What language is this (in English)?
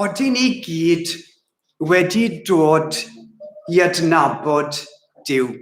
Welsh